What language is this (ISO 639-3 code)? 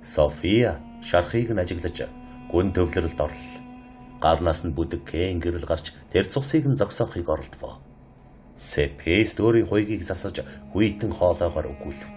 mon